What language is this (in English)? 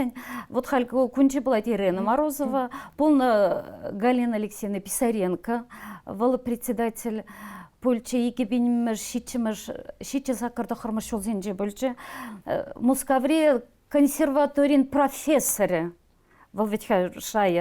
Chuvash